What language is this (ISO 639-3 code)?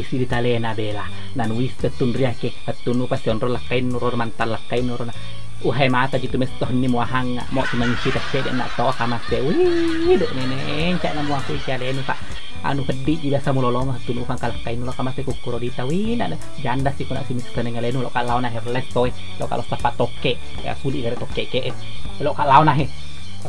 bug